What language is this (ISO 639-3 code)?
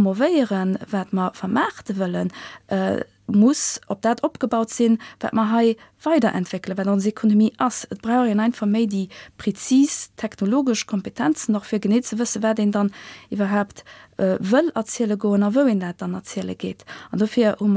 ltz